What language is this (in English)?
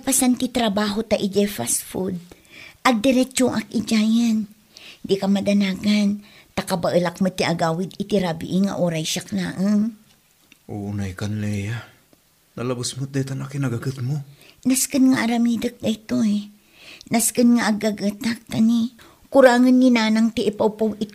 Iloko